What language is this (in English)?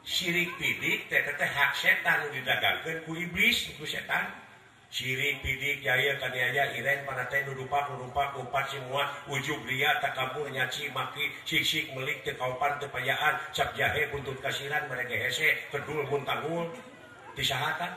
Sundanese